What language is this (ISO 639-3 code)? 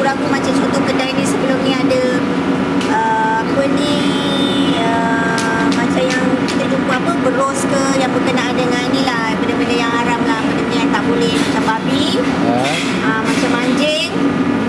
msa